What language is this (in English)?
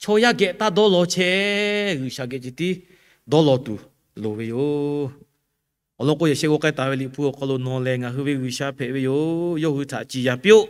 Lahu